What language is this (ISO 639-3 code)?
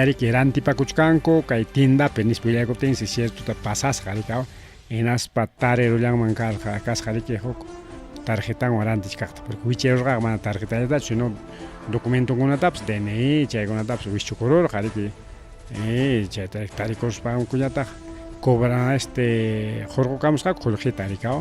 quy